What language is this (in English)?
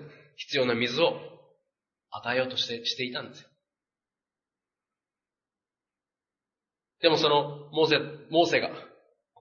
Japanese